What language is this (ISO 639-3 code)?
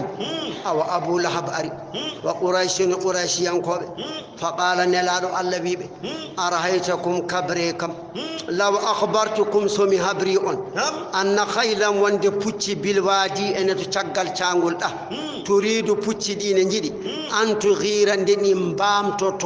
ful